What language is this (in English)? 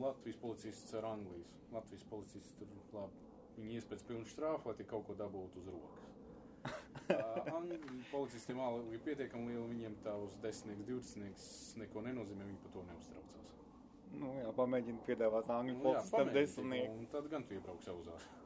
Latvian